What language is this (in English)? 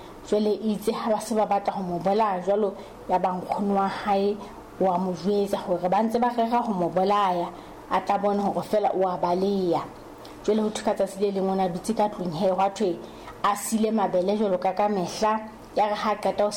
Southern Sotho